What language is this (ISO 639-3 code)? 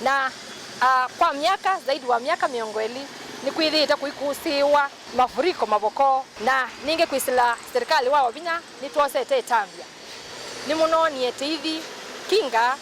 kam